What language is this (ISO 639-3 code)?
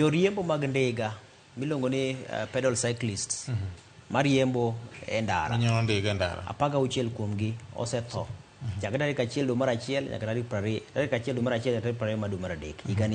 luo